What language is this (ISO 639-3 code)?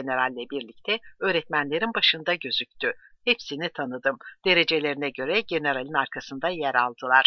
tur